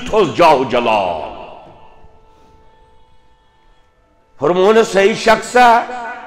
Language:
Kashmiri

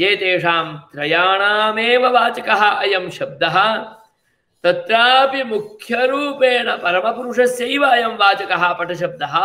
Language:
Sanskrit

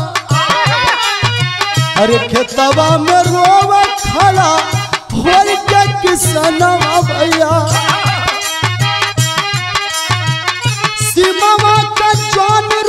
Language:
Bhojpuri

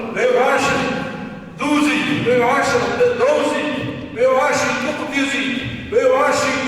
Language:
Ingush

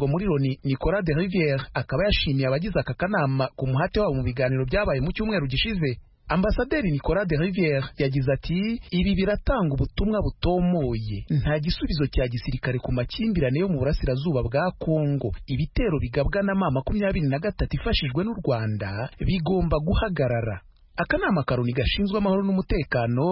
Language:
Kinyarwanda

